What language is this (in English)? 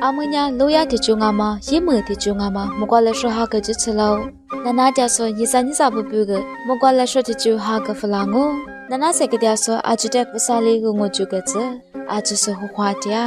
Lisu